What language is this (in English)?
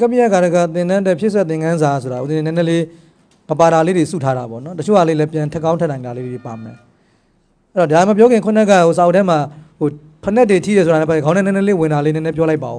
Burmese